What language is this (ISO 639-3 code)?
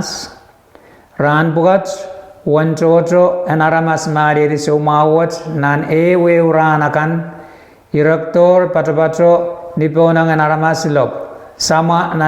pon